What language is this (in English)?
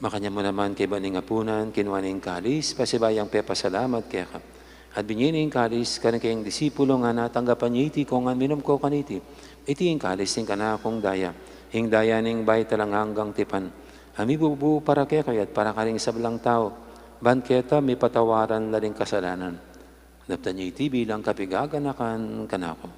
Pampanga